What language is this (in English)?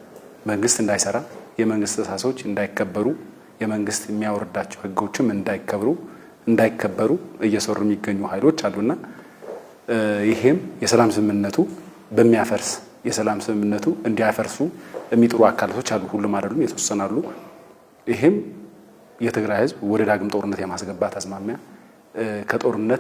Amharic